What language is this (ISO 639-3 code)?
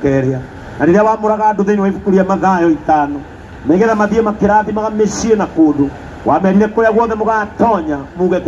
kik